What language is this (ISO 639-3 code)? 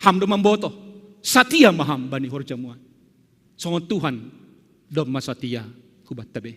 bts